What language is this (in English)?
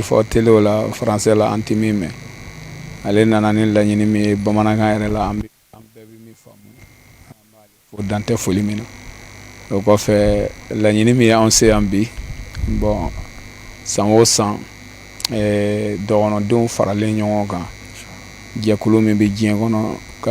Bambara